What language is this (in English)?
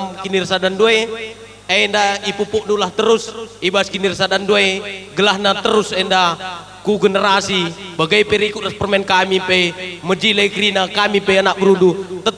Batak Karo